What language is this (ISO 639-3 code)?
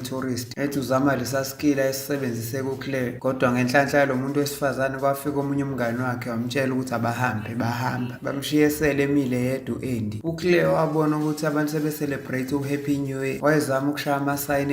zul